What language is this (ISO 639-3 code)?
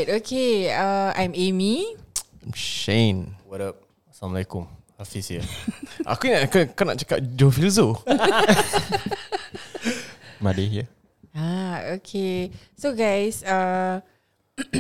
msa